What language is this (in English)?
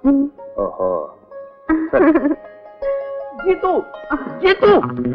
Kannada